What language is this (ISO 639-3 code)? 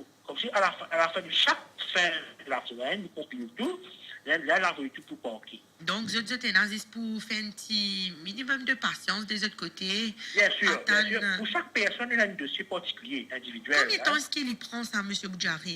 mfe